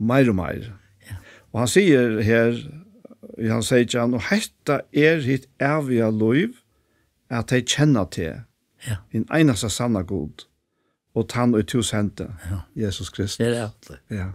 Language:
Faroese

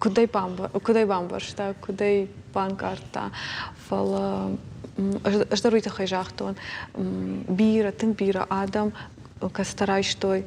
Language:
Ossetic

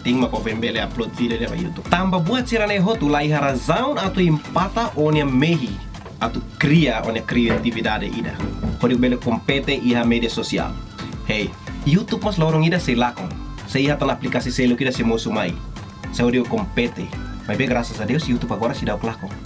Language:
Tetum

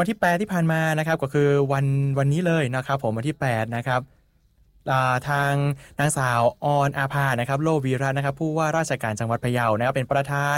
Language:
Thai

